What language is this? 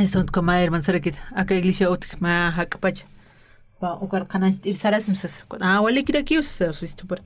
Aymara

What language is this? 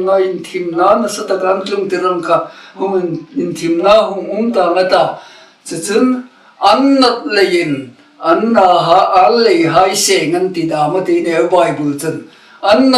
Hmar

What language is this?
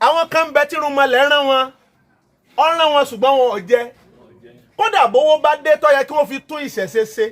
Yoruba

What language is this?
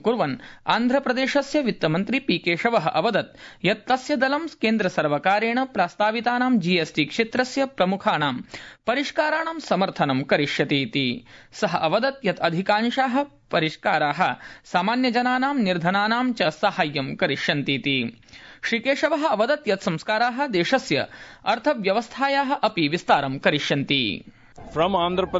Sanskrit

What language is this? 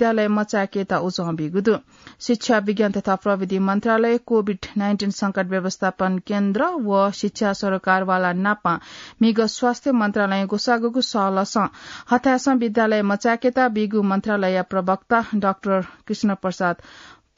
Newari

